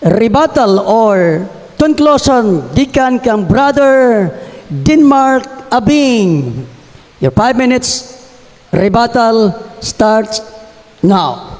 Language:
Cebuano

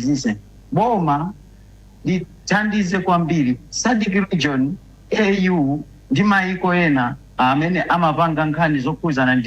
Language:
Nyanja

